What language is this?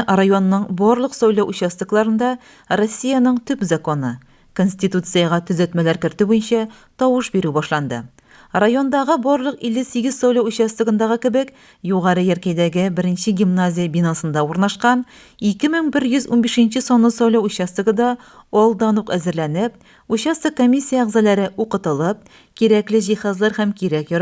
Tatar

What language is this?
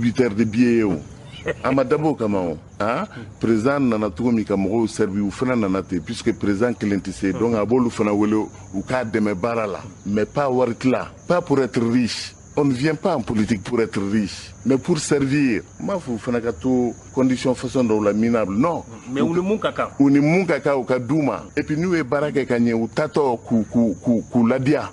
Bambara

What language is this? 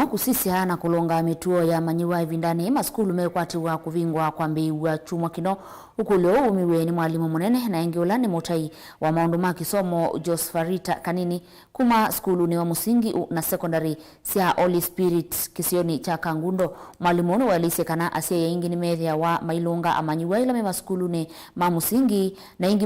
Kamba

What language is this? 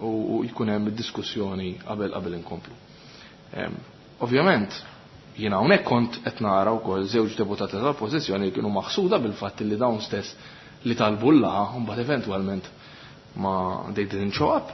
Maltese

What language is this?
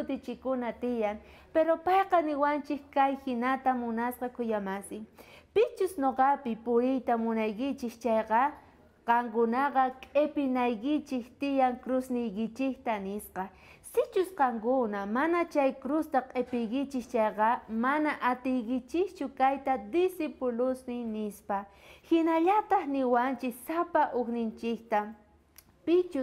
South Bolivian Quechua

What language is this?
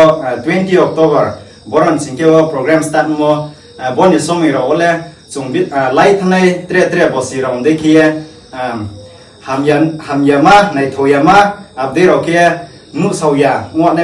Riang (India)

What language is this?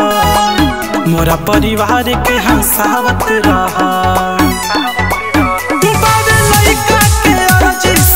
Bhojpuri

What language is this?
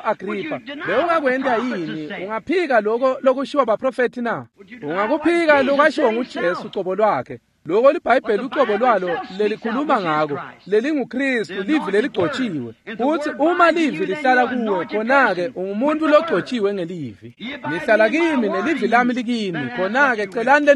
Swati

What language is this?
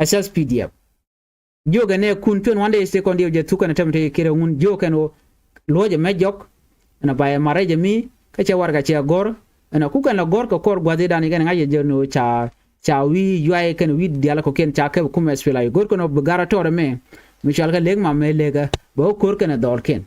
Nuer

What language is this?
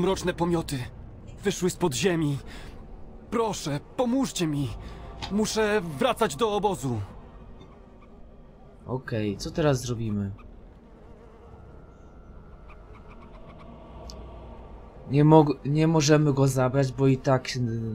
Polish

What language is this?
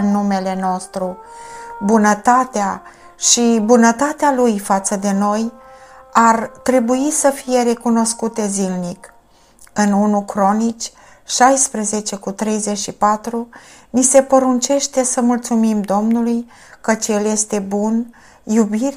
Romanian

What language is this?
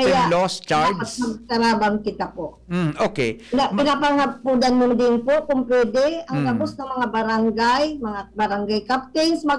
Bikol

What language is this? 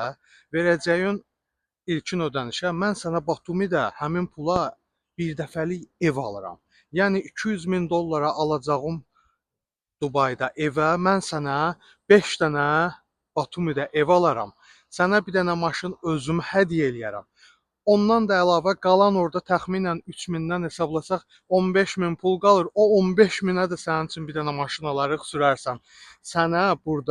Azerbaijani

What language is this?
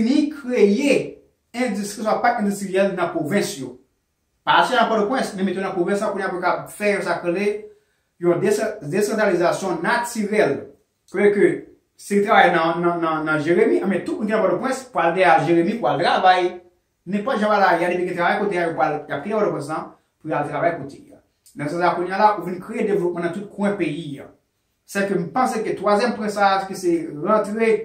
Haitian Creole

